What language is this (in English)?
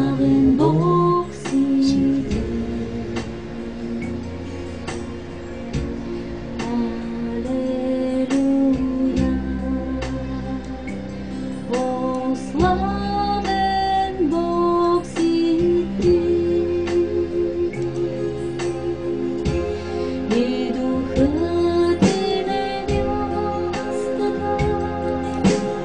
Bulgarian